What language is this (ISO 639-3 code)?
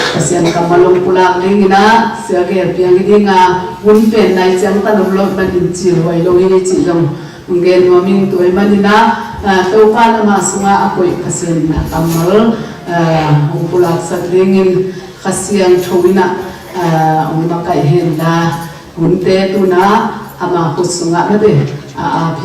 ctd